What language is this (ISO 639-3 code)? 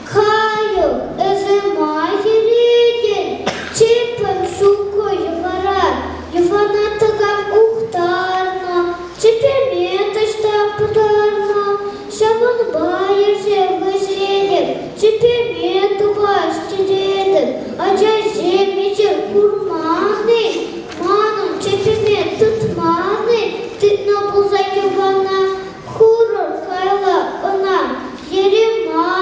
chv